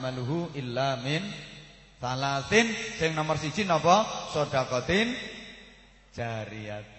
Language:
Javanese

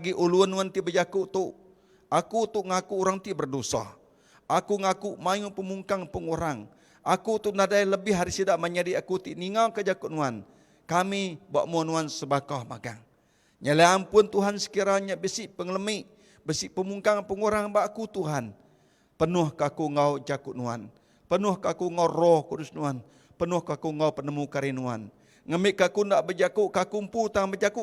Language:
Iban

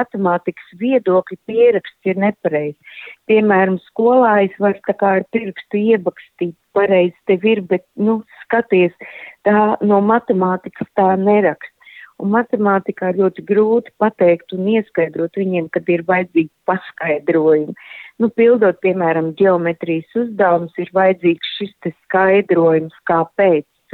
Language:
Latvian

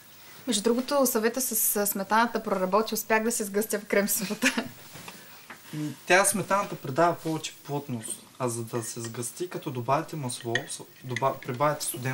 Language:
Bulgarian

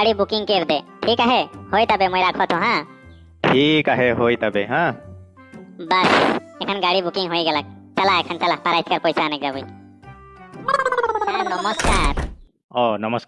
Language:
Sadri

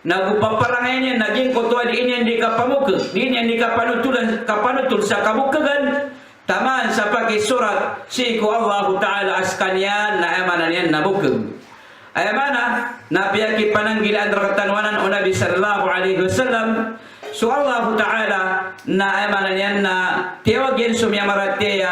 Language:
Maranao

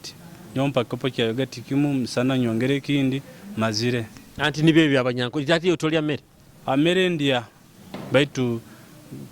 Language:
Nyoro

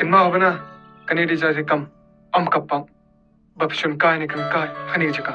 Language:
Khasi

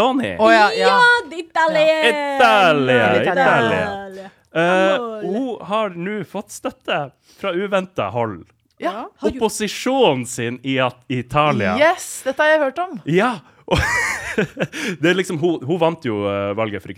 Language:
Norwegian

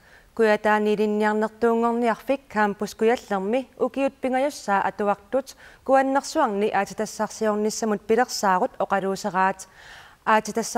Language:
Kalaallisut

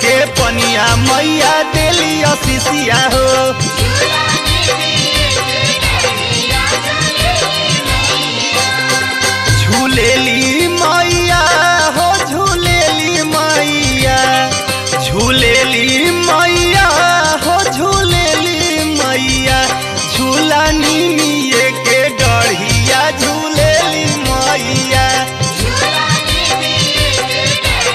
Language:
Bhojpuri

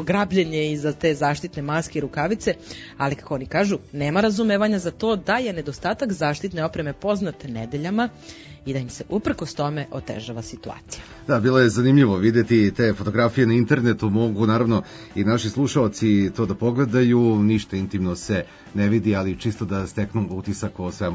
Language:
Serbian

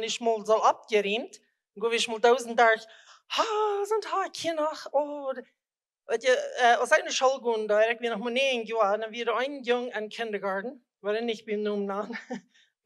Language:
Plautdietsch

